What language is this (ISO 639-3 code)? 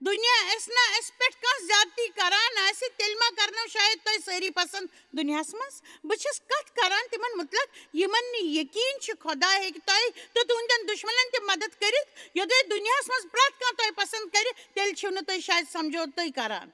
kas